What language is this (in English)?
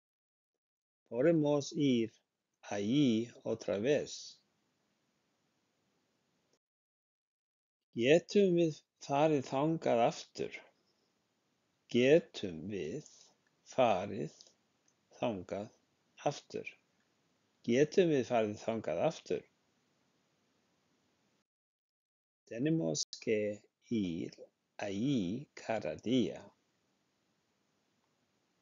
Icelandic